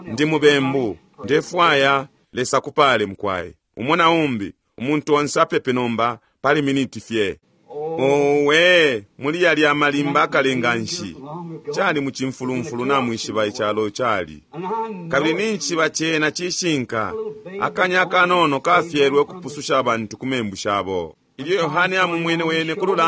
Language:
Bemba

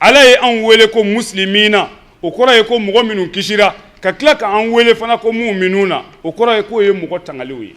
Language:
Bambara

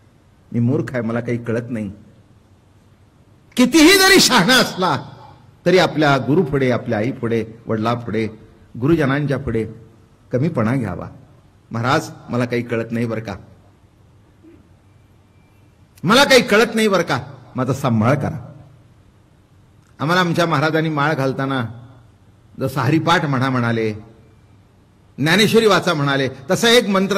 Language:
Marathi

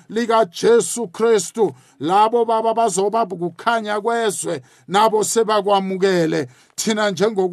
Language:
South Ndebele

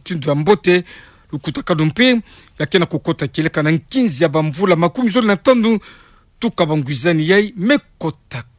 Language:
Kituba (Democratic Republic of Congo)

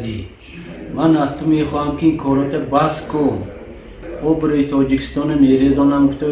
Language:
Tajik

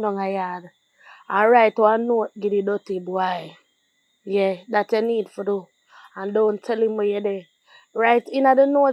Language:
Jamaican Creole English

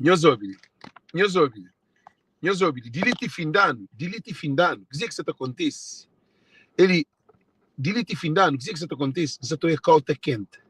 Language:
Kabuverdianu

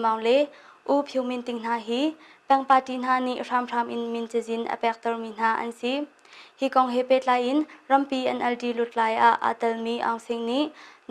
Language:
Hakha Chin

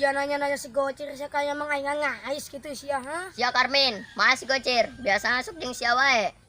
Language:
Sundanese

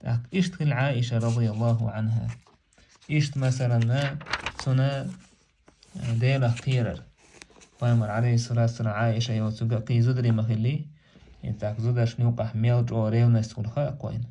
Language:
Chechen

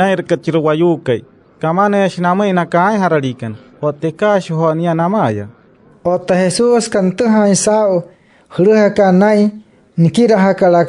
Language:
Wayuu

